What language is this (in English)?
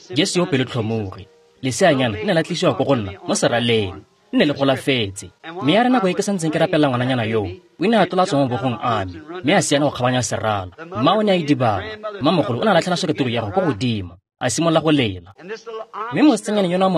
Tswana